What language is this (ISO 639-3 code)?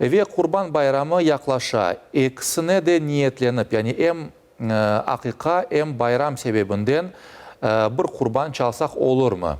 crh